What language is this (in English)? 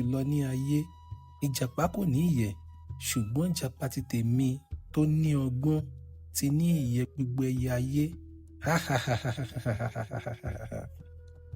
Yoruba